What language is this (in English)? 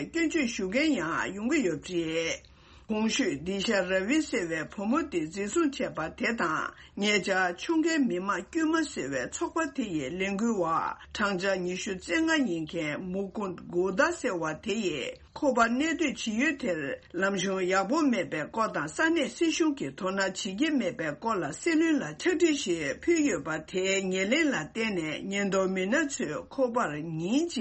Tibetan